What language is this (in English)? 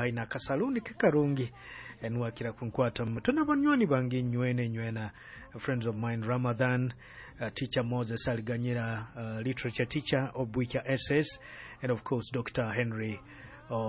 Nyoro